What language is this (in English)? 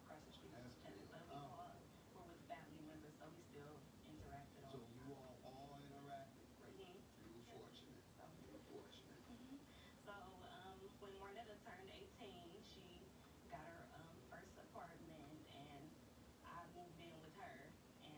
English